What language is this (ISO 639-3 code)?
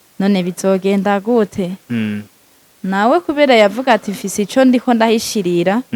run